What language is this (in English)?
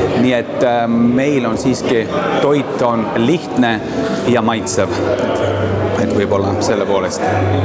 Estonian